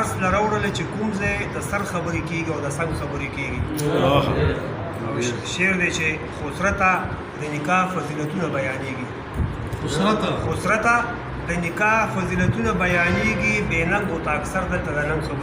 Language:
Pashto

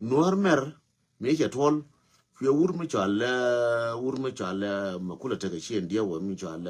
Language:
Nuer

